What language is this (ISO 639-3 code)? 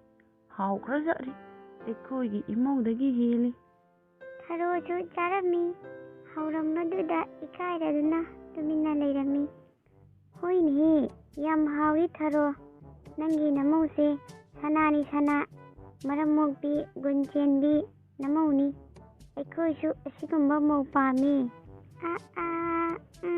mni